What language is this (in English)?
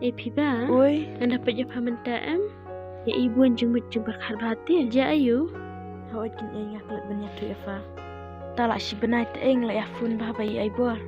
Khasi